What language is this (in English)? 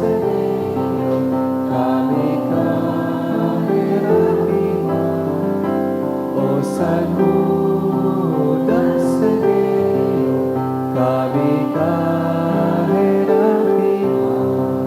Bikol